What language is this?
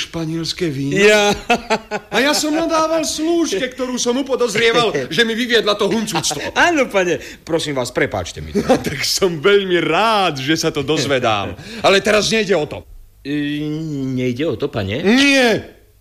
Slovak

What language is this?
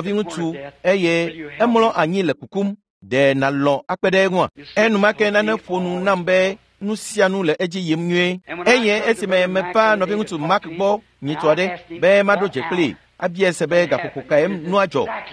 Ewe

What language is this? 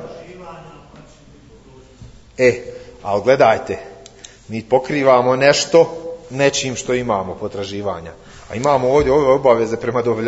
Bosnian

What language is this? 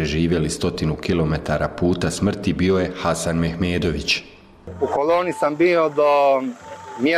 Bosnian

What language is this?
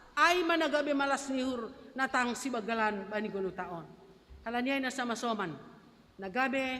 Batak Simalungun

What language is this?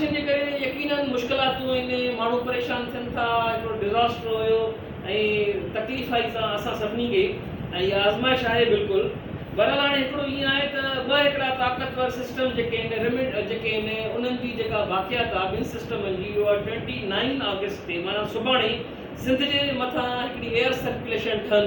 Sindhi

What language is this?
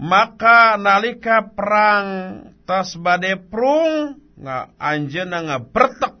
Sundanese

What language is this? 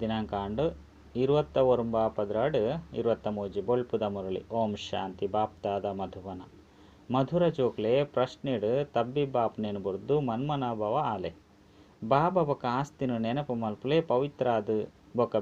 Tulu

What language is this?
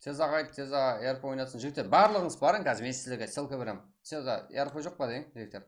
Kara-Kalpak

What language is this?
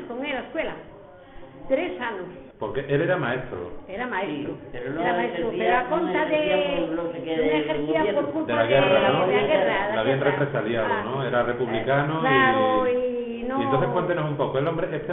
Fala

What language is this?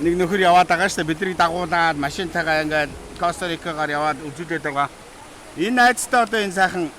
Mongolian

